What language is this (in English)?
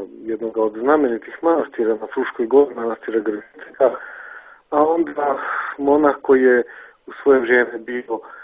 Serbian